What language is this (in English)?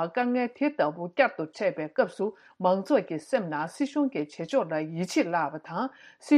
Tibetan